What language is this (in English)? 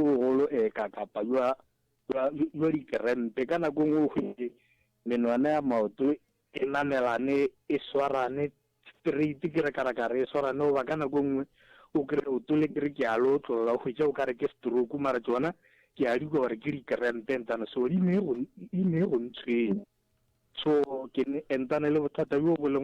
Northern Sotho